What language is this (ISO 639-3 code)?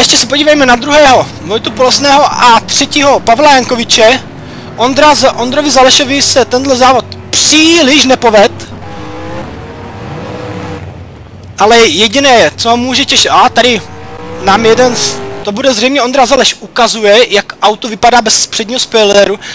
ces